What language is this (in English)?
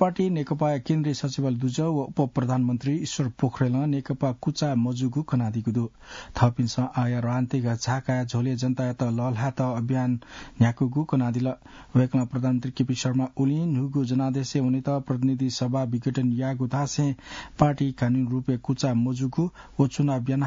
Newari